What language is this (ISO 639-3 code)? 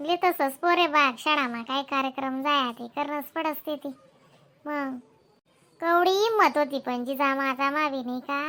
khn